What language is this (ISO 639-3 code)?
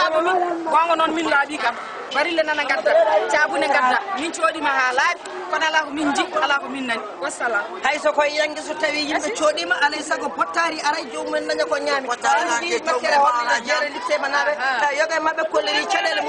ful